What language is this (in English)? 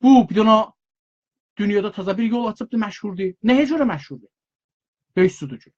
South Azerbaijani